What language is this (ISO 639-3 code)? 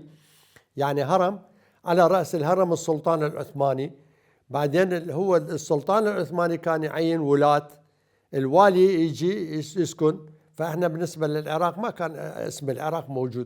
acm